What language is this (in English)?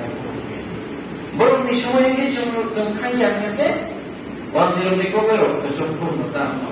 Kok Borok